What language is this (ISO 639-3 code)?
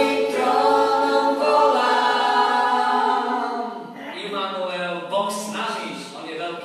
slk